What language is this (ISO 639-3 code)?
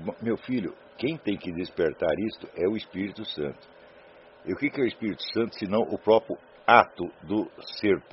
por